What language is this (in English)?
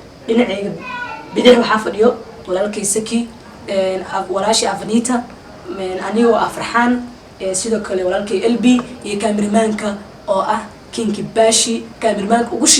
Somali